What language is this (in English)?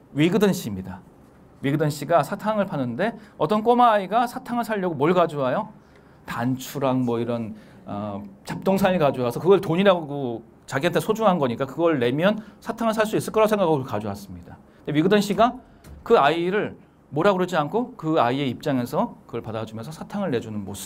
Korean